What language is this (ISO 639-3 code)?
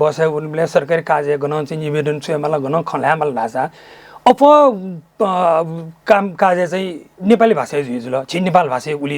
new